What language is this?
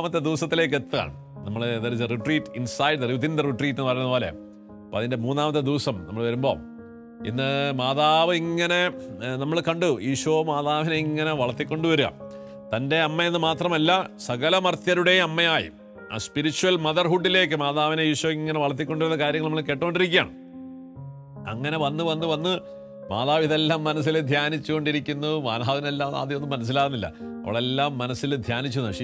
Malayalam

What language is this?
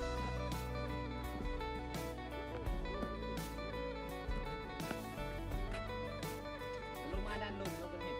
Lao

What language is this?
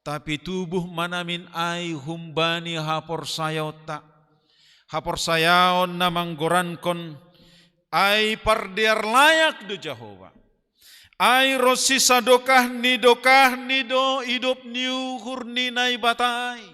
Batak Simalungun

